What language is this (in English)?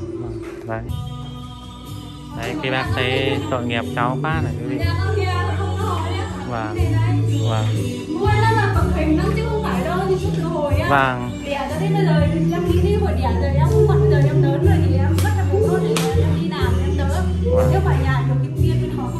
Vietnamese